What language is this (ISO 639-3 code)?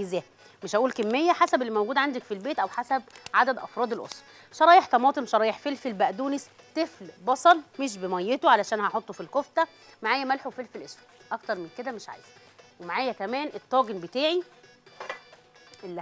arz